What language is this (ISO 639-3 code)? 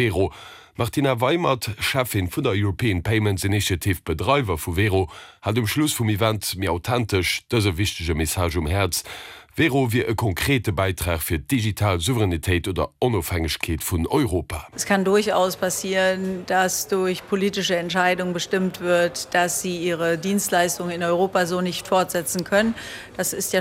ltz